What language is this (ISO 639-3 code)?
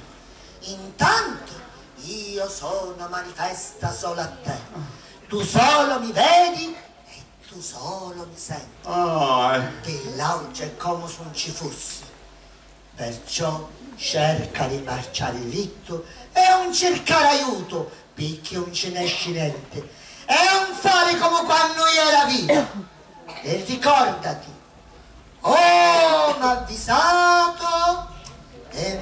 scn